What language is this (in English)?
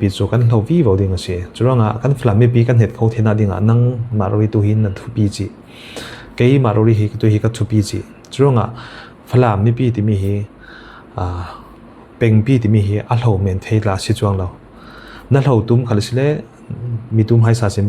Falam Chin